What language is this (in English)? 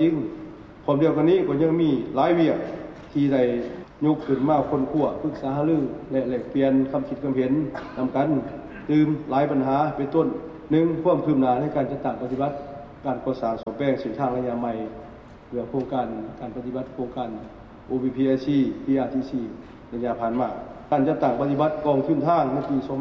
Lao